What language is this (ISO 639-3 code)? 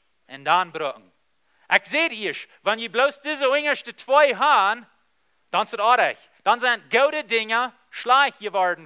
pdt